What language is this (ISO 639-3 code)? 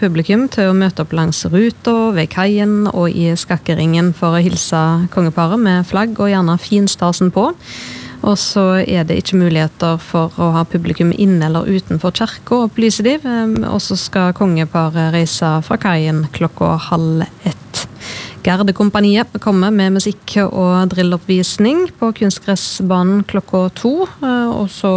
nor